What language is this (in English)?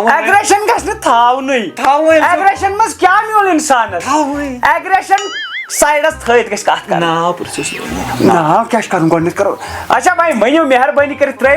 Kashmiri